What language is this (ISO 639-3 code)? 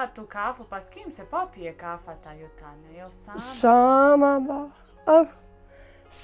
bos